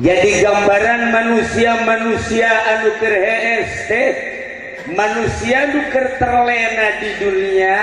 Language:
Sundanese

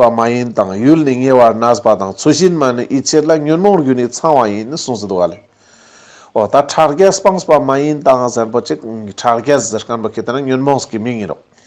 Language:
Ladakhi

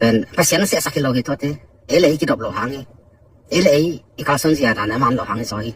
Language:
Tedim Chin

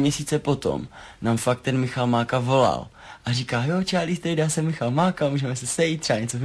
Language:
Czech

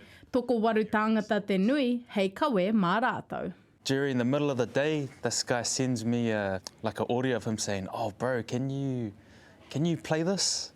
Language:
Māori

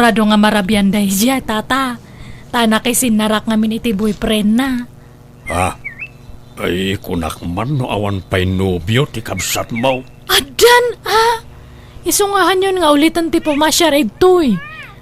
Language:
Iloko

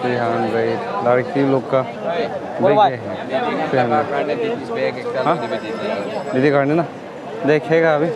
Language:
Naga Pidgin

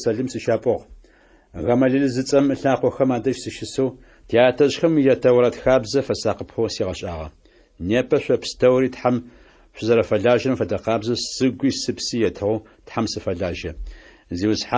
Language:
Adyghe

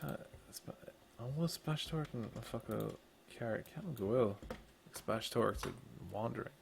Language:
Irish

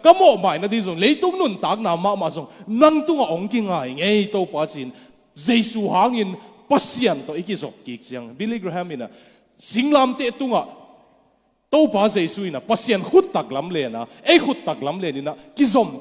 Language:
Tedim Chin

